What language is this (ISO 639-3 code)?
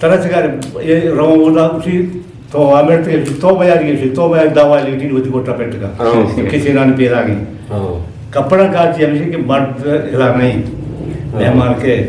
bgp